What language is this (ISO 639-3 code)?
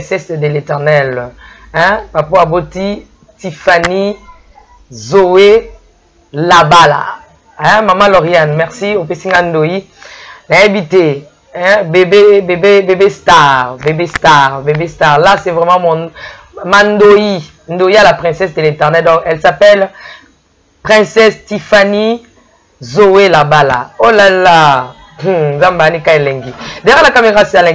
lin